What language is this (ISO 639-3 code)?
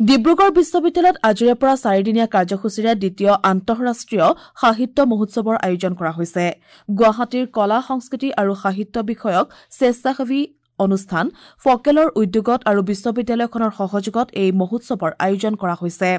asm